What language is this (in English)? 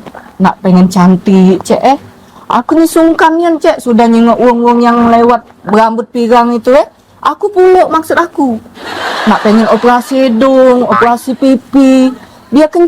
Musi